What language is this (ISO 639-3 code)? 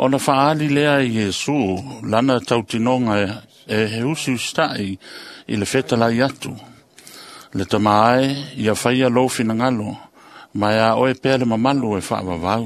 smo